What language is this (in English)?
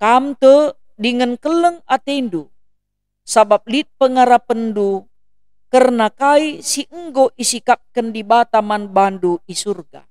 Batak Karo